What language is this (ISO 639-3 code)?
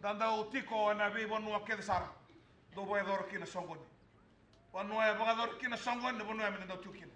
fij